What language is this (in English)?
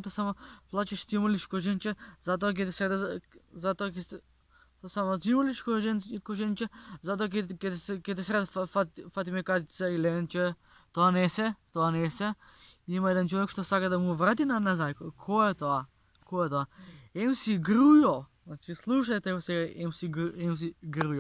Macedonian